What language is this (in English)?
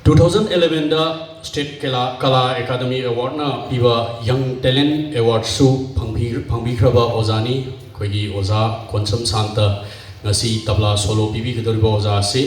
Manipuri